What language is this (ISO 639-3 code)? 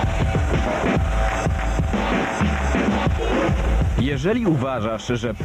pol